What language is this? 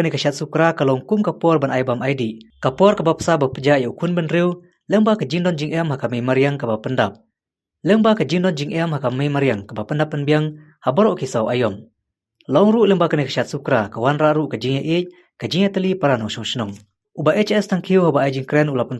Khasi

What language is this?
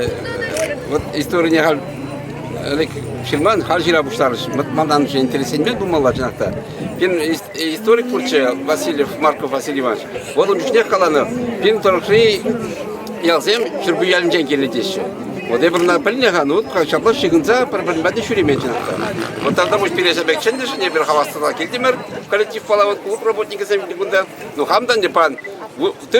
Chuvash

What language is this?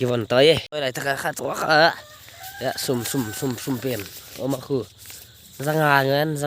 Paite Chin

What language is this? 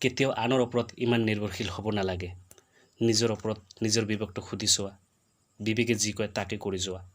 Assamese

